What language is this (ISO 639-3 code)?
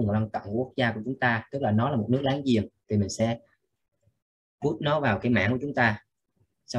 vie